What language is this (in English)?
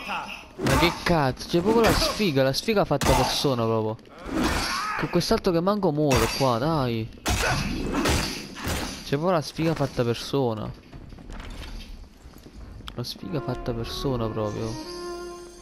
Italian